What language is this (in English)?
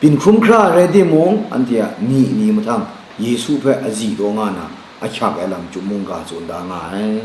Kachin